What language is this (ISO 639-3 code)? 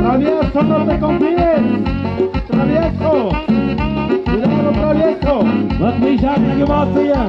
mxp